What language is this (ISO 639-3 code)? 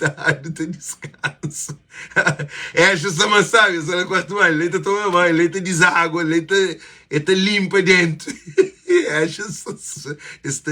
kea